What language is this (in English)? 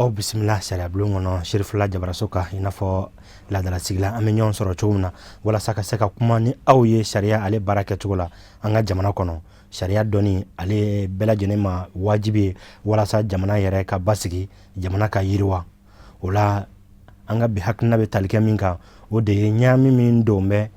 Bambara